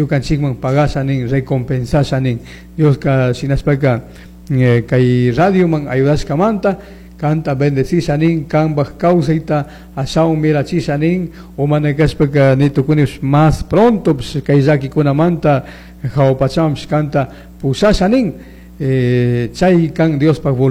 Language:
Chimborazo Highland Quichua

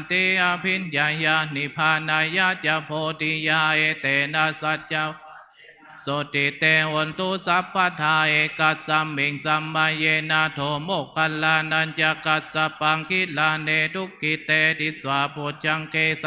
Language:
Pali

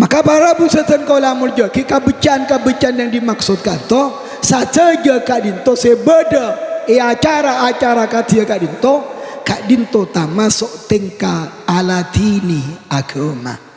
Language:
Madurese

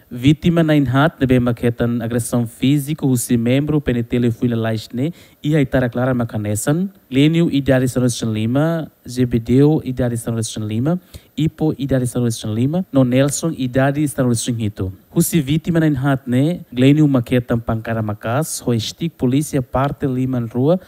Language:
Tetum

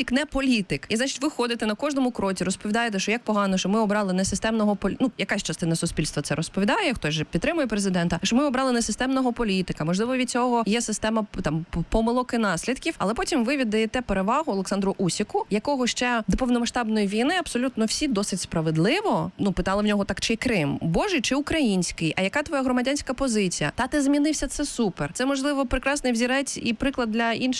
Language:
Ukrainian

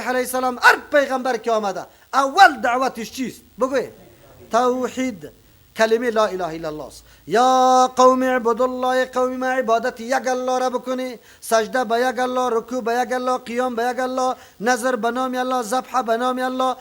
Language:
Persian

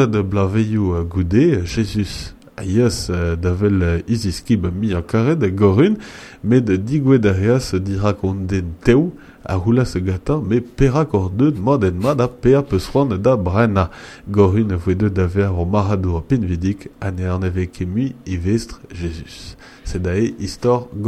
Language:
Breton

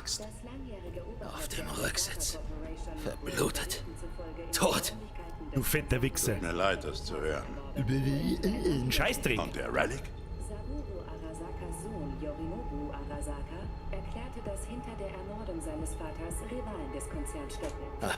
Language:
Bavarian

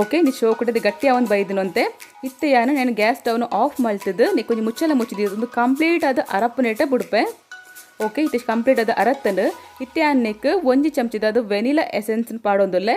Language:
Tulu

